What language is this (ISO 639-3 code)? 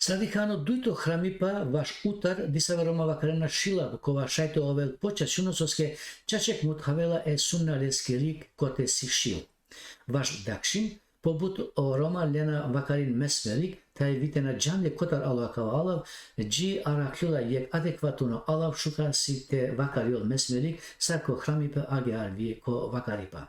rmn